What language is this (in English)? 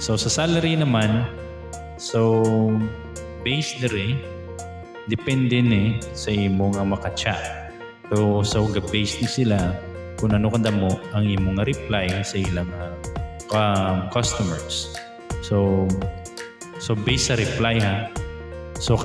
Hiligaynon